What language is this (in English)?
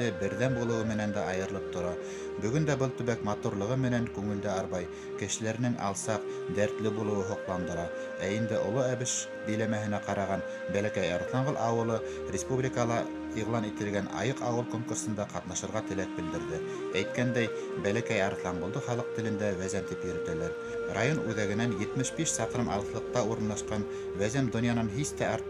Bashkir